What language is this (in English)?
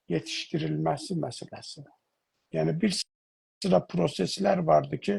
South Azerbaijani